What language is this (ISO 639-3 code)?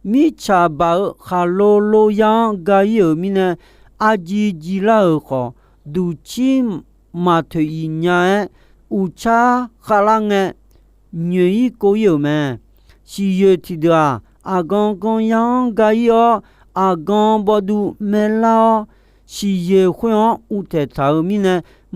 ahk